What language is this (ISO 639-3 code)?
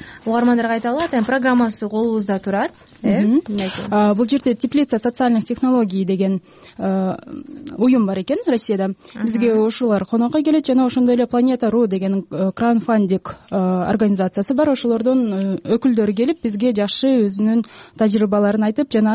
kir